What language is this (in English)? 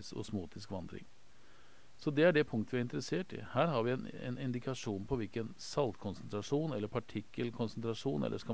Norwegian